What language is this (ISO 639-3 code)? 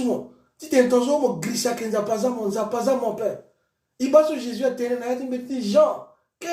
sag